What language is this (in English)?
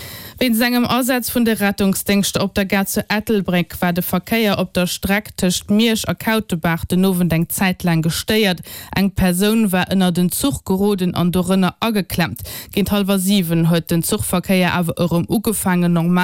Luxembourgish